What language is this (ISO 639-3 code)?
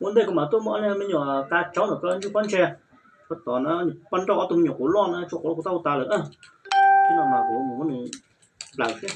hmn